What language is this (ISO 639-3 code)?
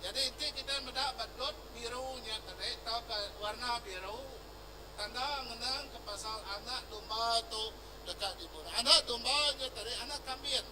iba